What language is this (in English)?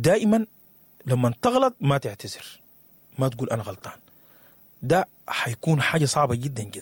Sudanese Arabic